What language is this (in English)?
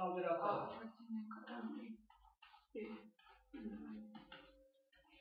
Romanian